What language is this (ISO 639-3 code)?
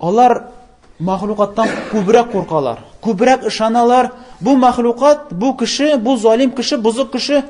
tat